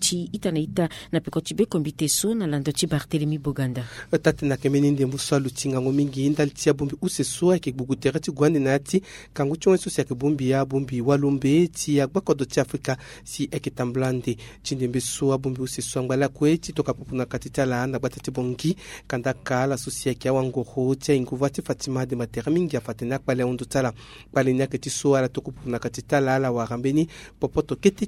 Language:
Sango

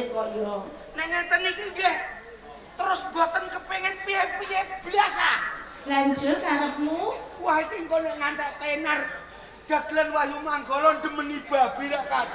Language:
Javanese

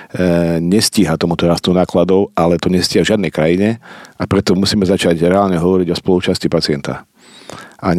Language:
Slovak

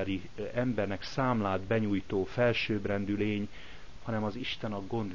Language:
Hungarian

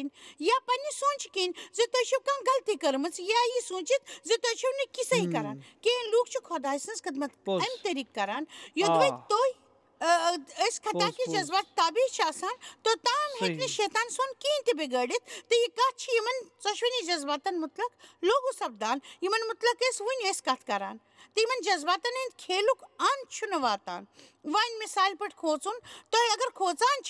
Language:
Kashmiri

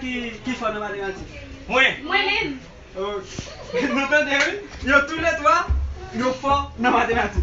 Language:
Haitian Creole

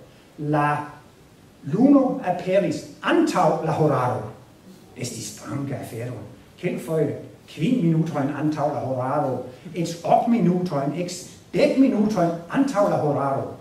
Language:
Esperanto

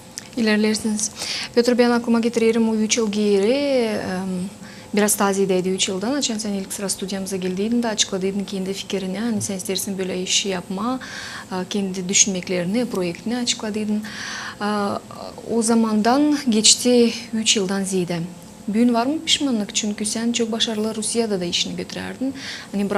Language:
Gagauz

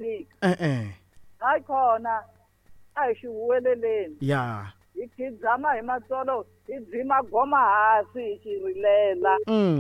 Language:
Tsonga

